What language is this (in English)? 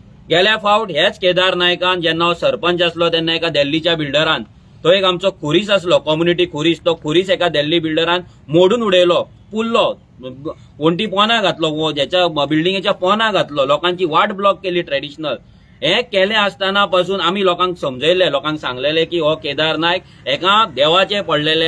Konkani